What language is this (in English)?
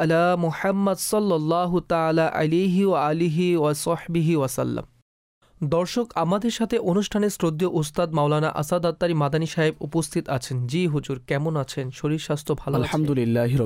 Bangla